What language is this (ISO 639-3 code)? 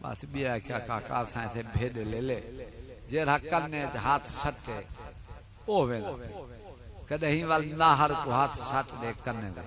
skr